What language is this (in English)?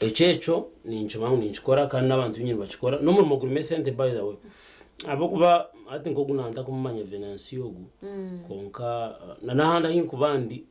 Nyankole